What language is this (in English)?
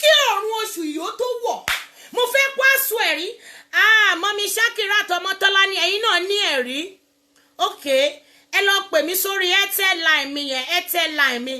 Yoruba